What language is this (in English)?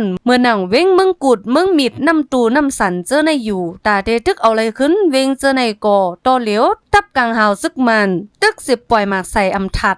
Shan